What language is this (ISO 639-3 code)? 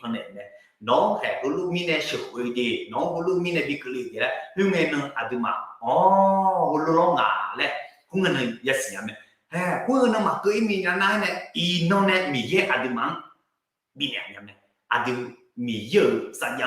ahk